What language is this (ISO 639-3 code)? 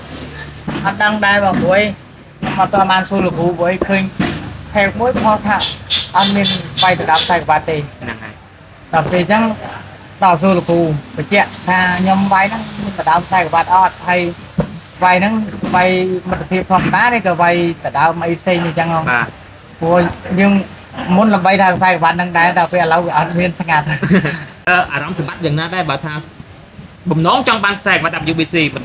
khm